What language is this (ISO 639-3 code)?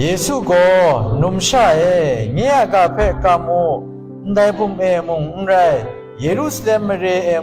kac